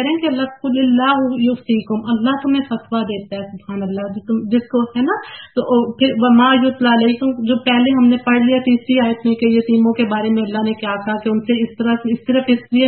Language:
Urdu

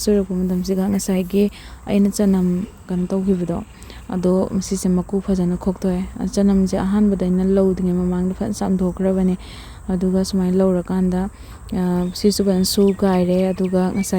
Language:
Manipuri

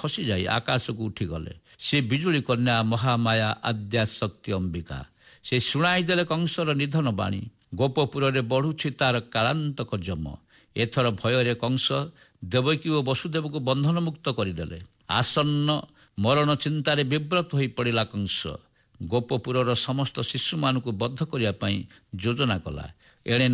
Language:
Odia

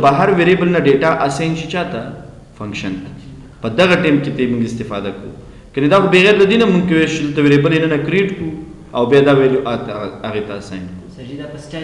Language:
Pashto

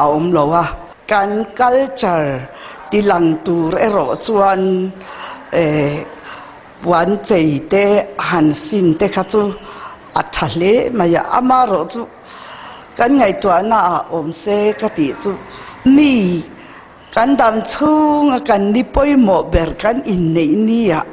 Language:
Mizo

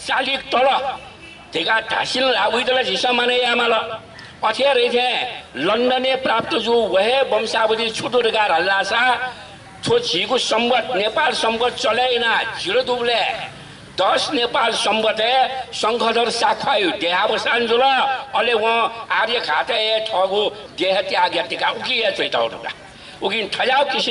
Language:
Newari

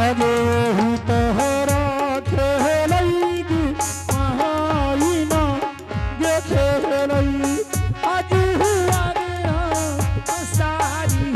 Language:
Angika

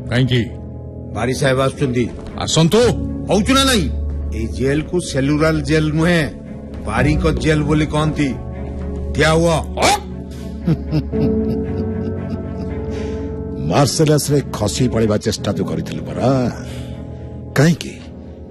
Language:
Odia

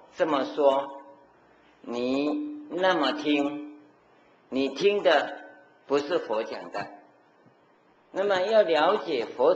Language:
Chinese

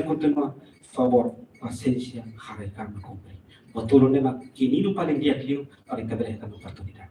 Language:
Tetum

